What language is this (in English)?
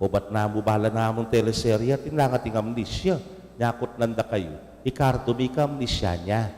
Pampanga